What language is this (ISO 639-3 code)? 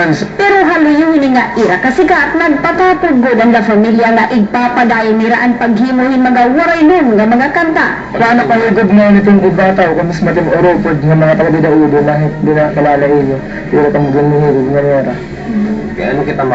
war